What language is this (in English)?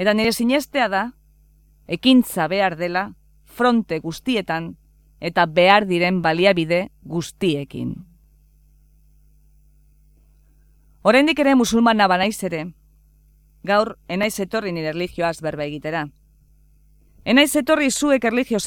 Basque